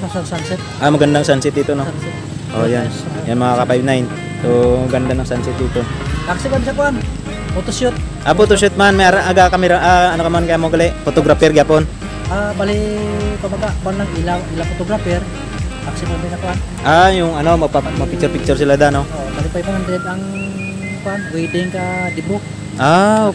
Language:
Filipino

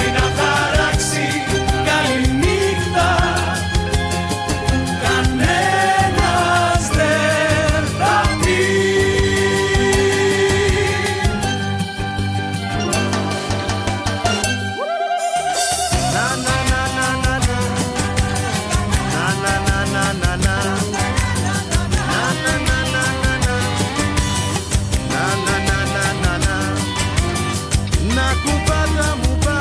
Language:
Greek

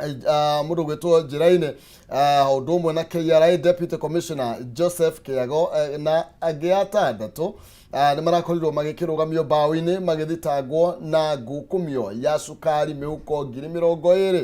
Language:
Kikuyu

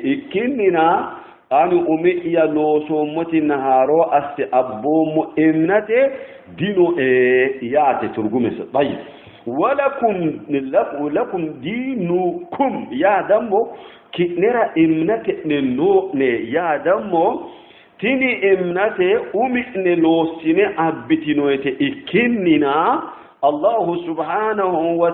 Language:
Sidamo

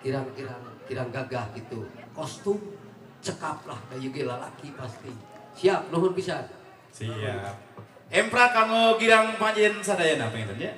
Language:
Sundanese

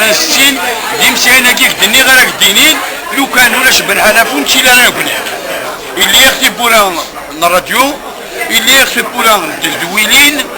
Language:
Kabyle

